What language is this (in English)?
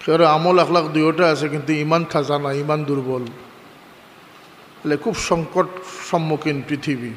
Sylheti